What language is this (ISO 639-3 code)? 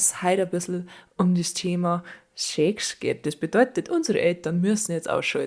bar